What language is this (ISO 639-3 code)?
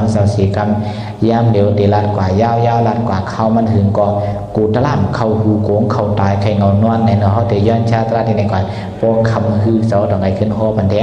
shn